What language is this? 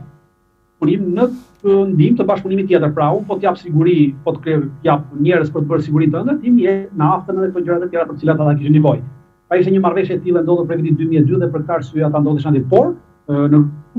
Albanian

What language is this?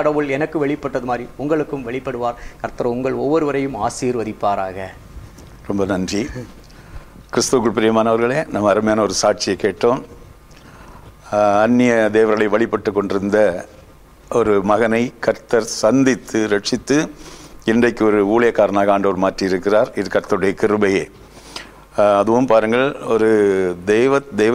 Tamil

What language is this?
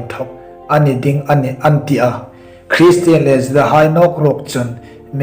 Hmar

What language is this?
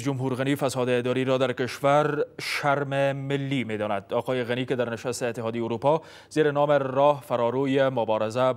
Persian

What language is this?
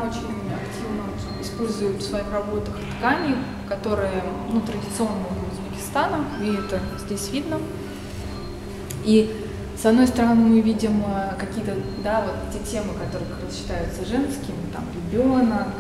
Russian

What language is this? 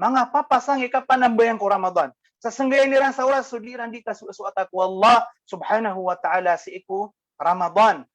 Maranao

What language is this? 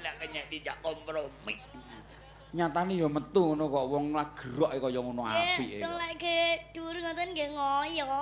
Javanese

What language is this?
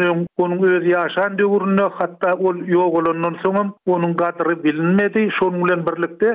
Turkmen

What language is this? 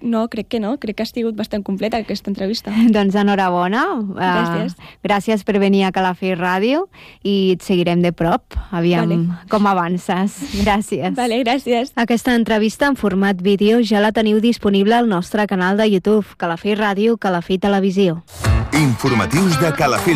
Catalan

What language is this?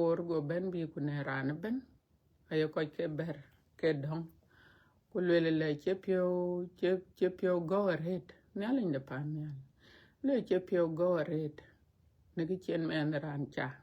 Dinka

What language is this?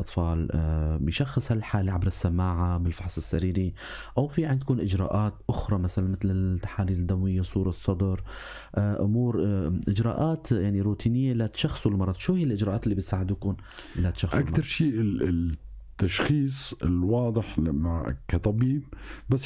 North Levantine Arabic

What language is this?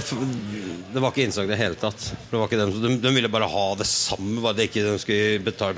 Norwegian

